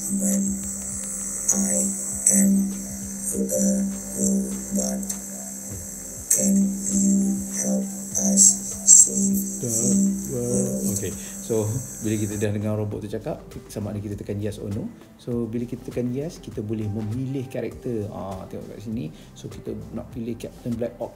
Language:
Malay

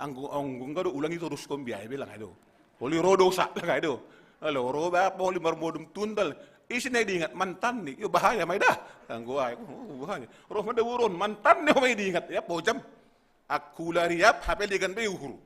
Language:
Batak Simalungun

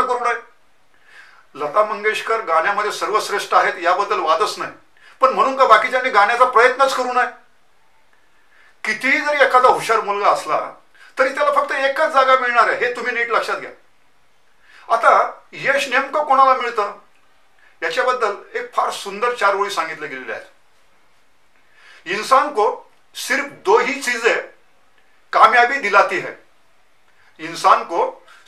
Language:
Marathi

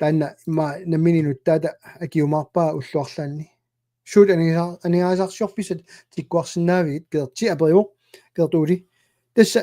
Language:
Kalaallisut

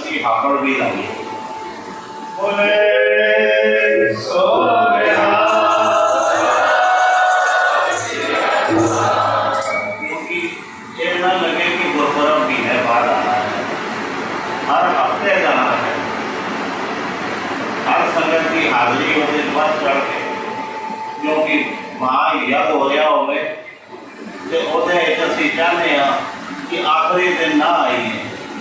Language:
Punjabi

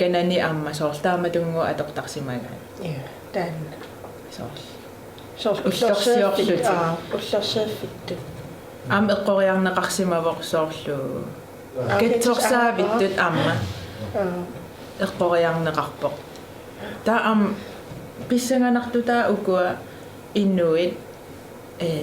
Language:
Kalaallisut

